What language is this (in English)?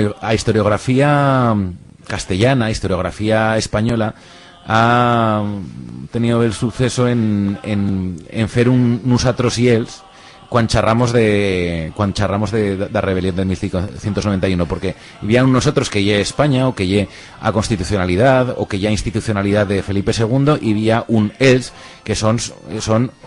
Aragonese